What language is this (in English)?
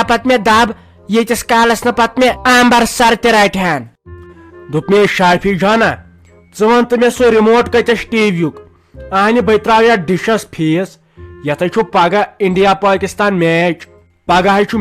Kashmiri